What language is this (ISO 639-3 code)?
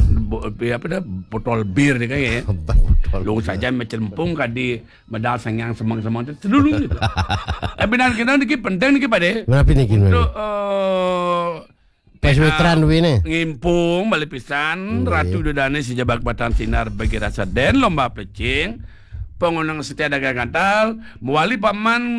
ban